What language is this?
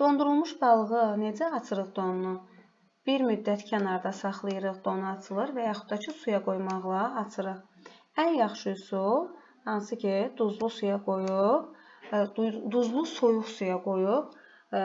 Azerbaijani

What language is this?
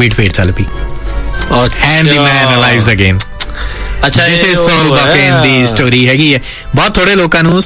Punjabi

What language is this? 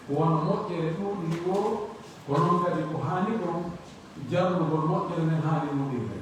Pular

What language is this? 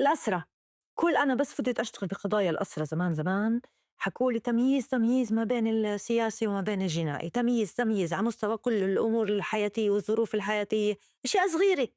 North Levantine Arabic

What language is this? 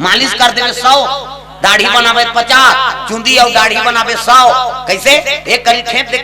Chhattisgarhi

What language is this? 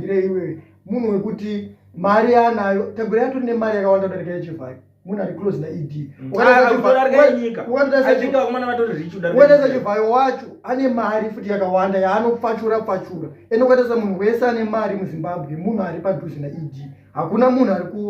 Shona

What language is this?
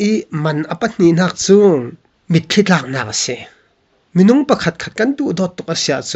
Falam Chin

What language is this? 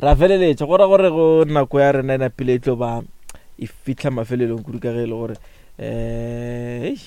Northern Sotho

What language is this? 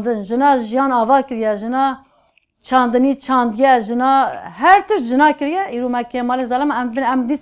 Kurdish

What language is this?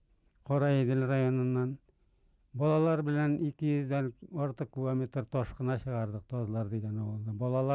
Bashkir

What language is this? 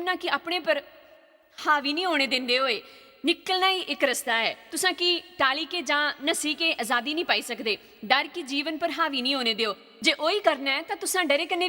Dogri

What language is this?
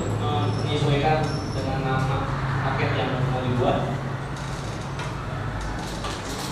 Indonesian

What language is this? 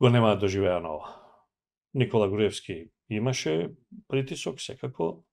Macedonian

